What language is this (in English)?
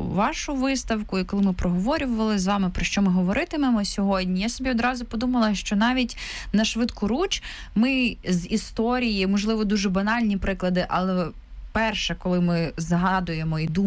Ukrainian